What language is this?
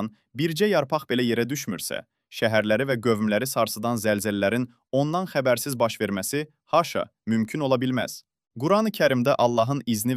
Azerbaijani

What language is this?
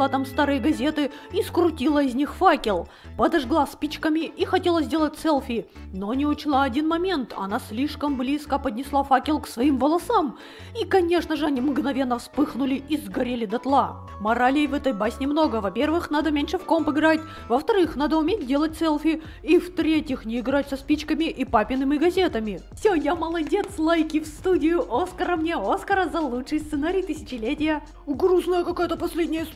Russian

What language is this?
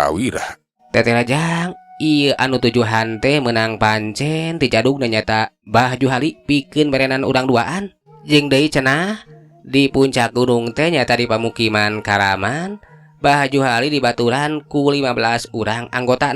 Sundanese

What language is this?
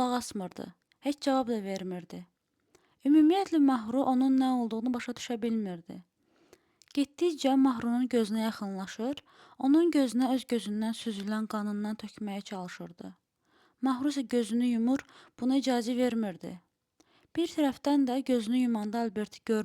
Azerbaijani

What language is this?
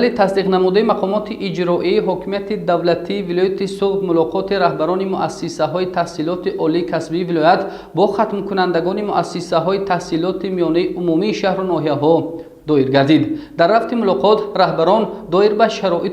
Tajik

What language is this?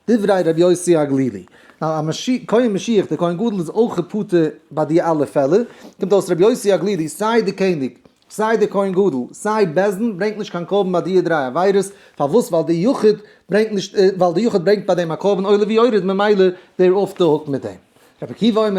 Yiddish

